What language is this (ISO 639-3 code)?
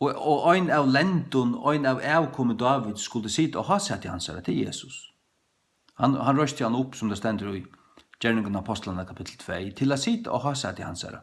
fao